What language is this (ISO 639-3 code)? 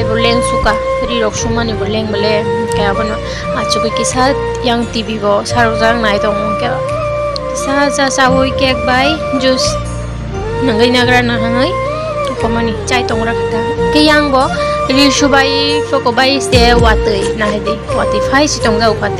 trp